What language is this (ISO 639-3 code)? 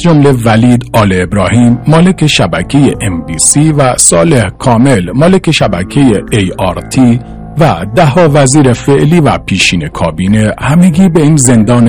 fas